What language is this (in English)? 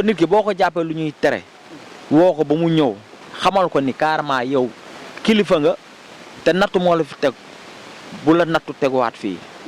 Wolof